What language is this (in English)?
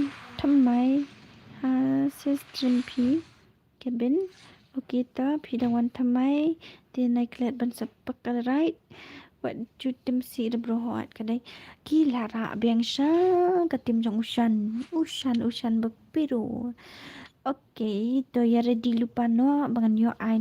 Khasi